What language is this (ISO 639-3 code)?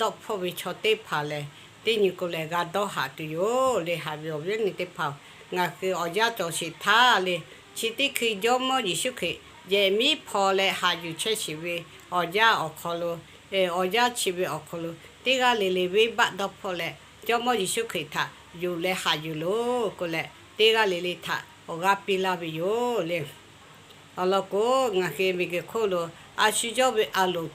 lhu